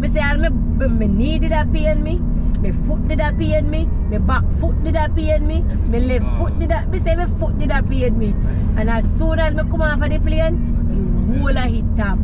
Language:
Jamaican Creole English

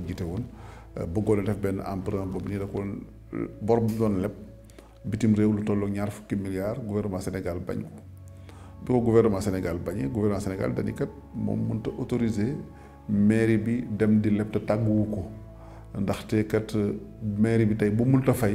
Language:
Wolof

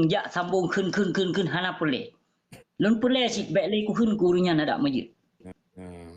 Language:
Achinese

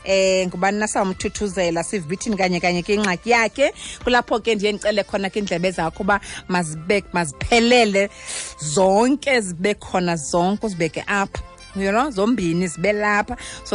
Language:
Xhosa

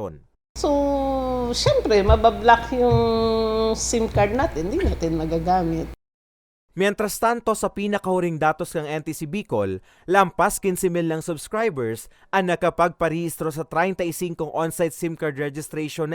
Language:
Bikol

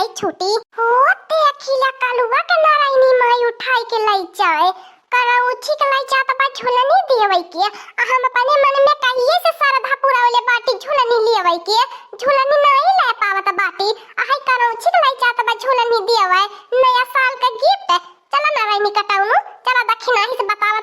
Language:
Awadhi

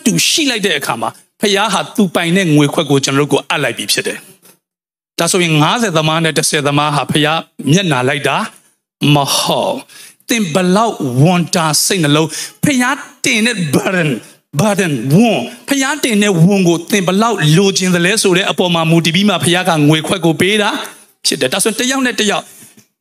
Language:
Burmese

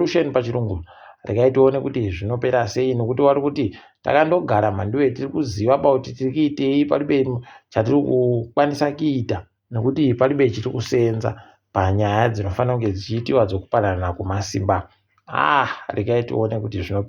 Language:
Ndau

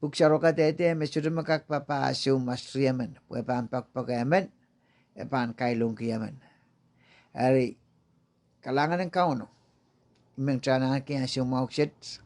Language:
Pohnpeian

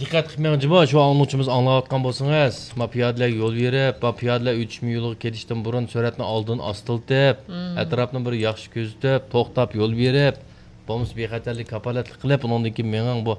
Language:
Uyghur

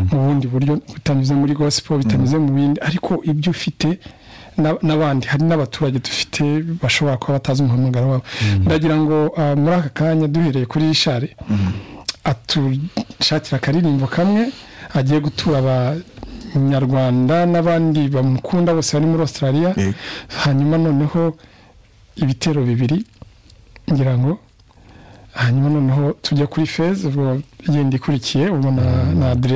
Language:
Kinyarwanda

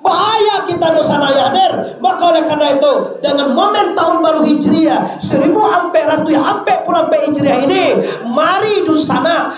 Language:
Minangkabau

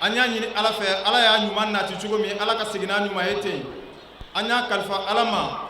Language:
Bambara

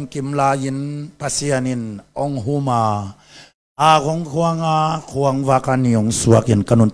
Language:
Tedim Chin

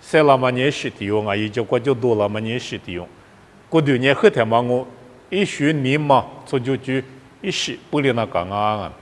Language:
Lisu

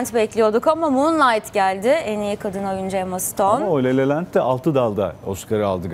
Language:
Turkish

